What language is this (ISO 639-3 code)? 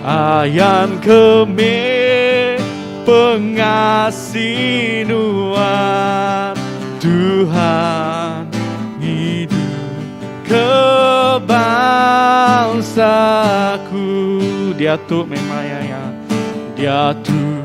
iba